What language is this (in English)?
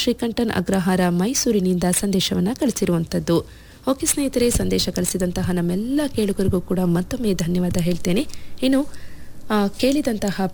Kannada